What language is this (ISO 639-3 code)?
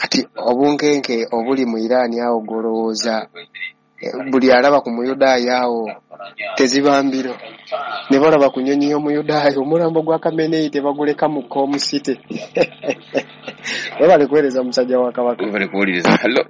lug